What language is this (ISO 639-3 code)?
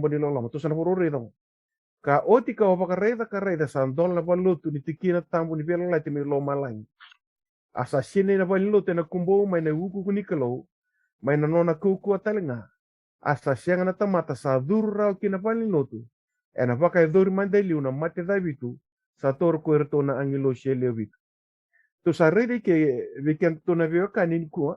fij